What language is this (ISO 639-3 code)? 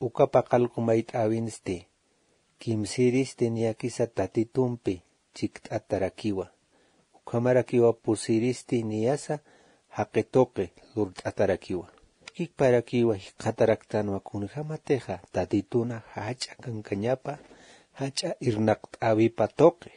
aym